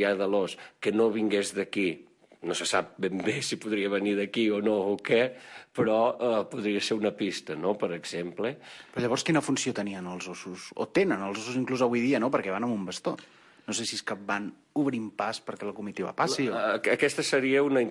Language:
Catalan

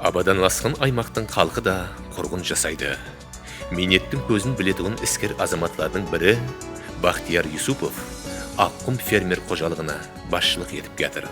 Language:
Kara-Kalpak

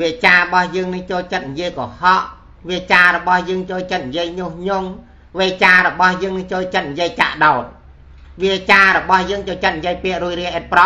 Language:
Khmer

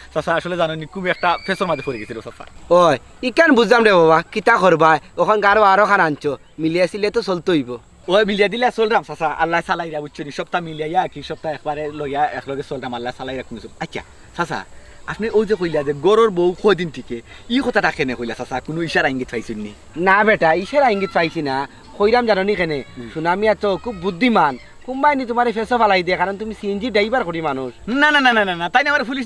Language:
Sylheti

